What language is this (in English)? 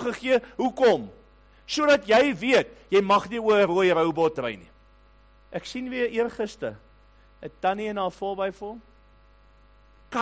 Afrikaans